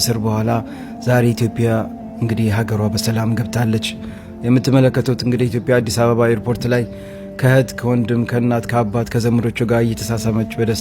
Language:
Amharic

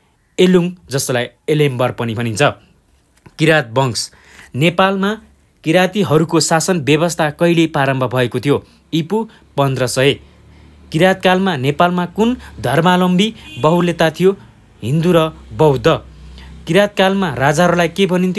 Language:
Nepali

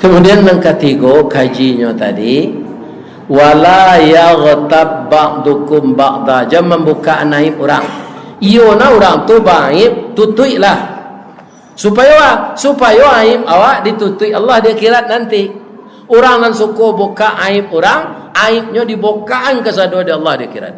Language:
Minangkabau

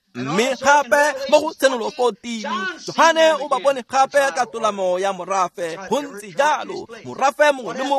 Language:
Tswana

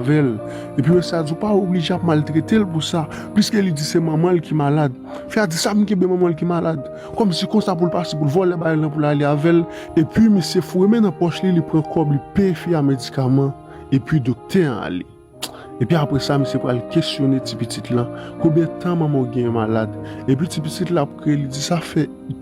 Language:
Haitian Creole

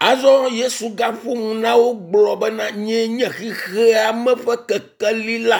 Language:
Ewe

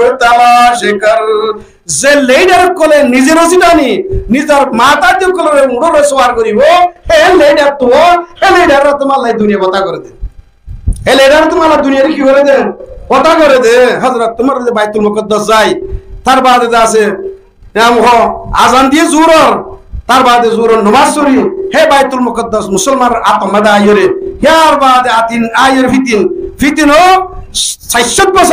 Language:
Rohingya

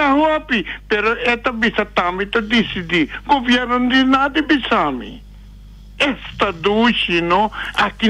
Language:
Papiamento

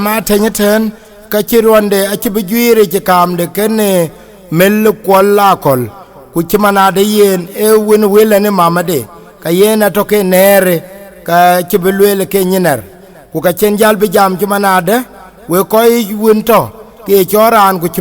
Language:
Dinka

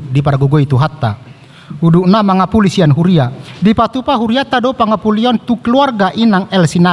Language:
Batak Toba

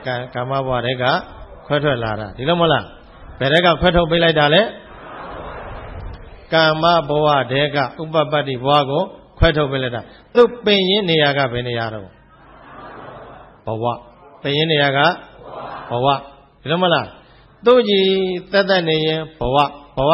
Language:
Burmese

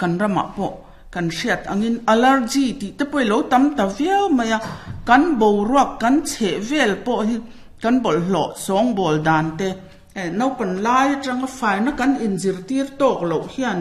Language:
Mizo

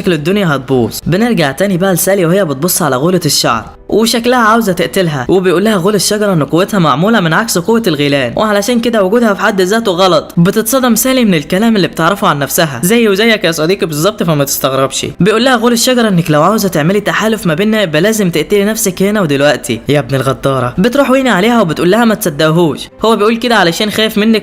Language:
Egyptian Arabic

